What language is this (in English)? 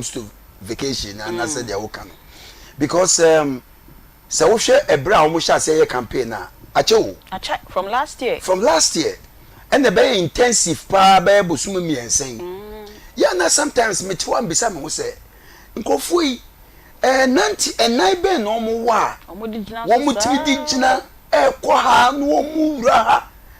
Akan